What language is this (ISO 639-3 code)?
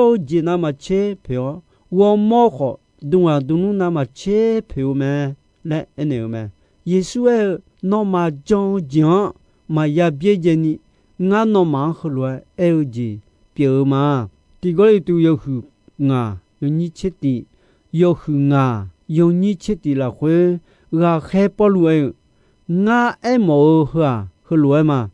ahk